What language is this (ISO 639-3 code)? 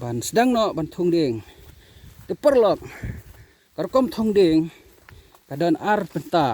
kha